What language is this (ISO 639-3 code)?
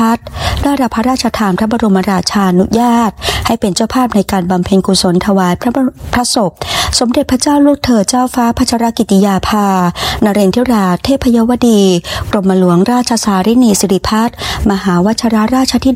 tha